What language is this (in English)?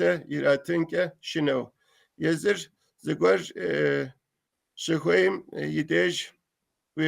Kabardian